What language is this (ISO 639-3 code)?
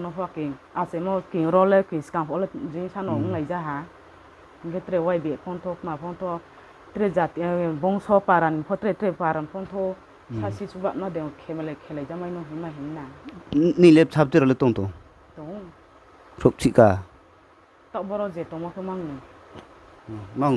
ria